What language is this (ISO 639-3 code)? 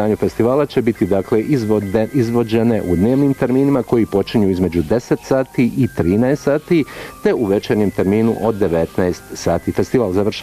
bos